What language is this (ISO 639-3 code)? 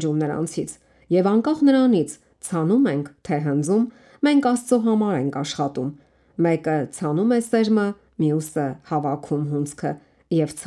hye